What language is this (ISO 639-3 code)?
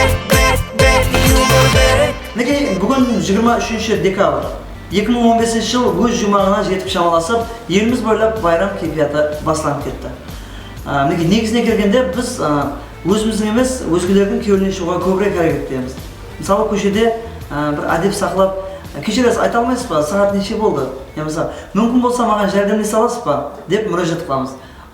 kaa